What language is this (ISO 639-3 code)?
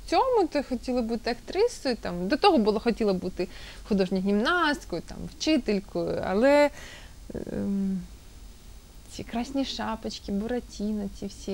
ukr